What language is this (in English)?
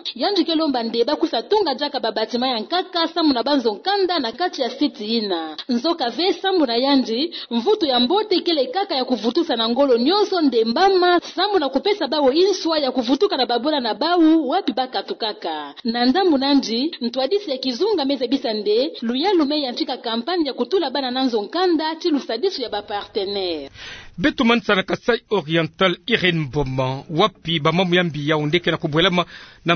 Kituba (Democratic Republic of Congo)